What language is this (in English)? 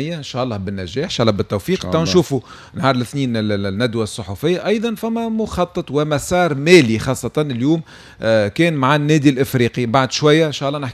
Tunisian Arabic